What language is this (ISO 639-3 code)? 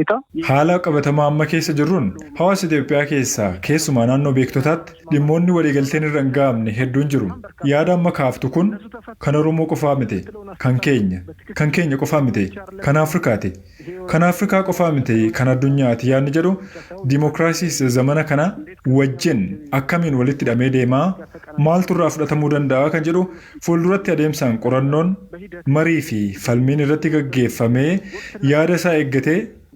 orm